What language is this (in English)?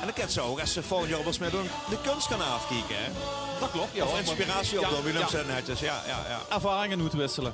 Limburgish